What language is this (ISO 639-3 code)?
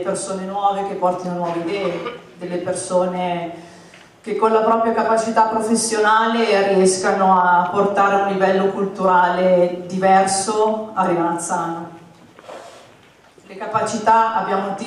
ita